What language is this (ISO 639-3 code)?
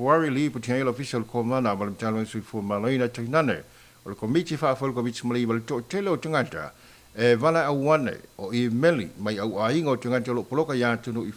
smo